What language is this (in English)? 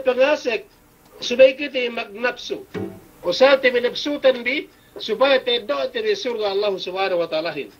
Yakan